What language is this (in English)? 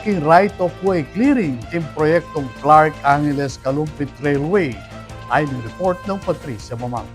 Pampanga